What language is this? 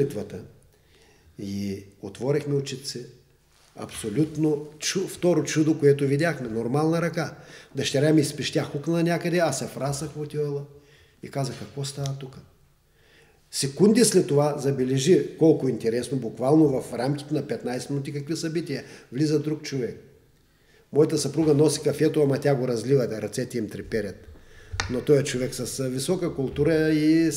Bulgarian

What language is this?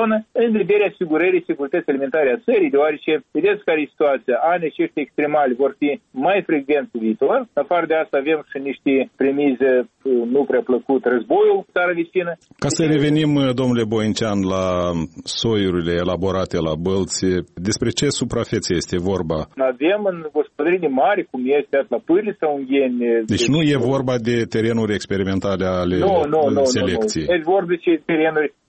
Romanian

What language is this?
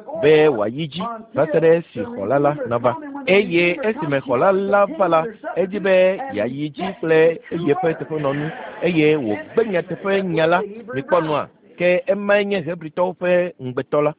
Ewe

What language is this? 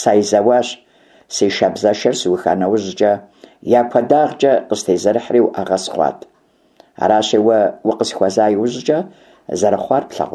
Kabardian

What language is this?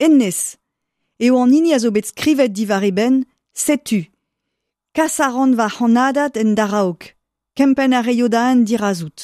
Breton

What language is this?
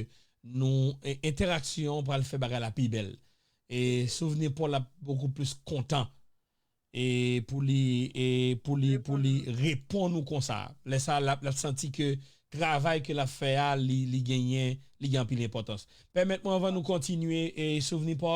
Haitian Creole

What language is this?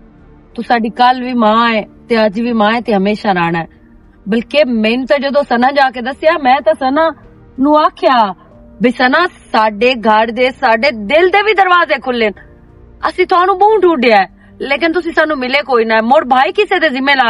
Western Panjabi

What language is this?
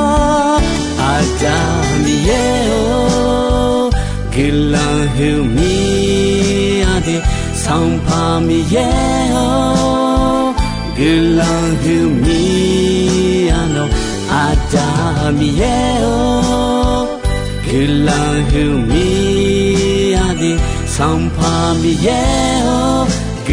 Akha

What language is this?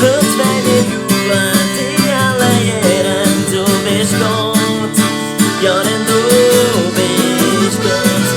Swiss German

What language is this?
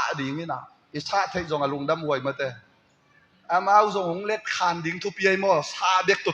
Tedim Chin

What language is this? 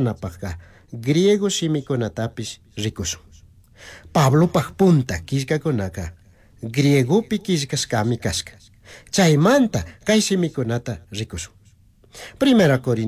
Chimborazo Highland Quichua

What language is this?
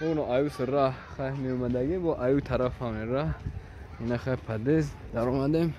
Tajik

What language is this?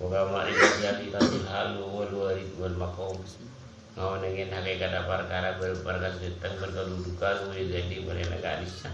Madurese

